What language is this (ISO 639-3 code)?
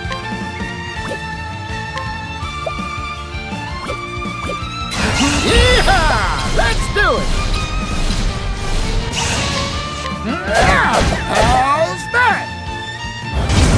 eng